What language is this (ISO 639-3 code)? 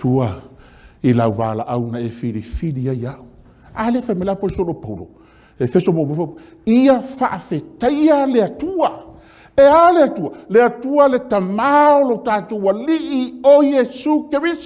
smo